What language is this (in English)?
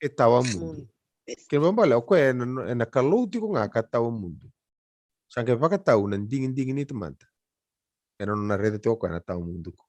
Fijian